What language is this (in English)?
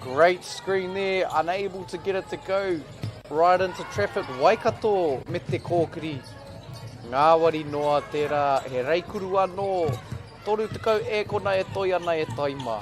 Māori